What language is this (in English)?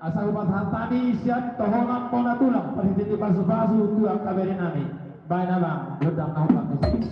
Batak Toba